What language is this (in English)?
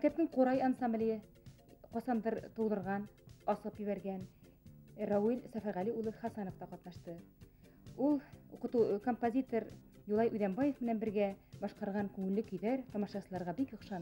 Bashkir